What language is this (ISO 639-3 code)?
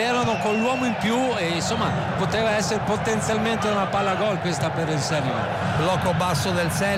ita